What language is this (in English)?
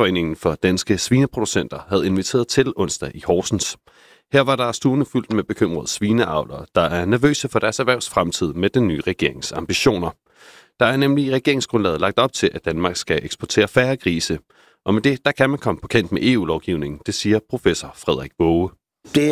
Danish